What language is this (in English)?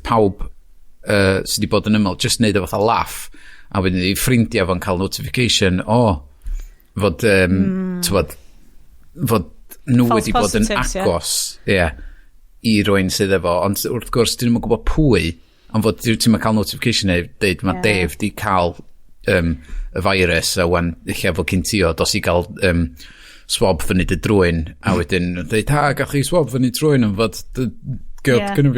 Welsh